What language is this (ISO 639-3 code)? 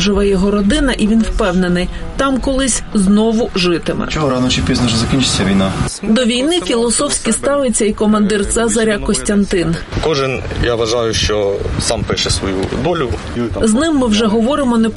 ukr